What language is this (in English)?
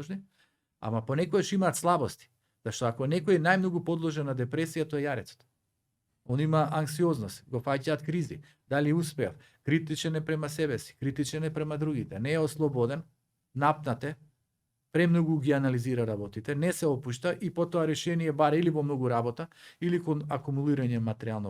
Macedonian